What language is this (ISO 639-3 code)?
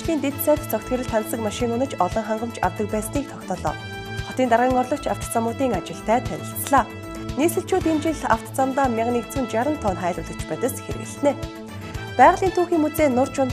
mon